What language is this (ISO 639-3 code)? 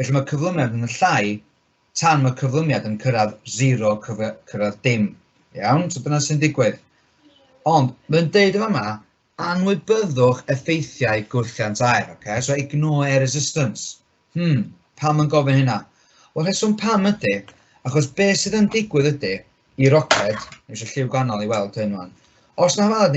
cym